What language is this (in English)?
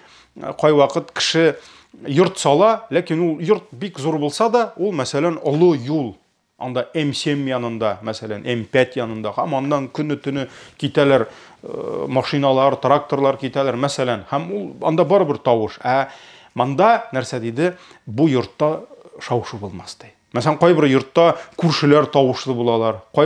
Tatar